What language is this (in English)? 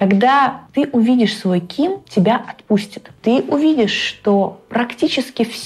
Russian